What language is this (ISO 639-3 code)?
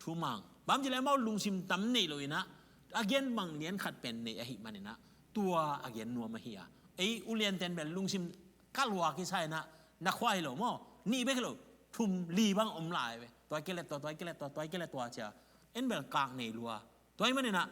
ctd